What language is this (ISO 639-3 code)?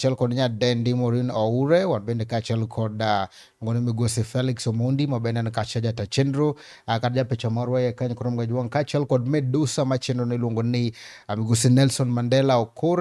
luo